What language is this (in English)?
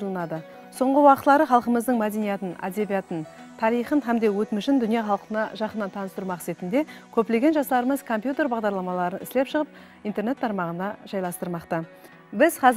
Kara-Kalpak